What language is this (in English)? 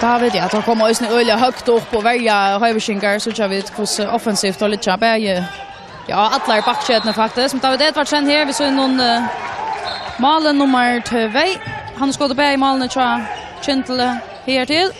Faroese